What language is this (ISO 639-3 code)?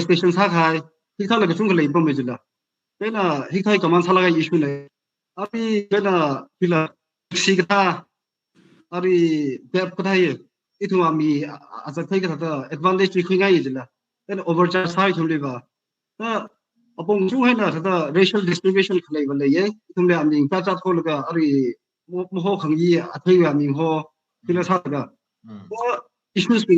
nmf